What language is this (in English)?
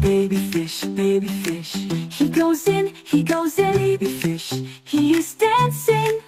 Tswana